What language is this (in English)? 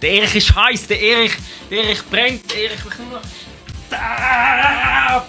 Swiss German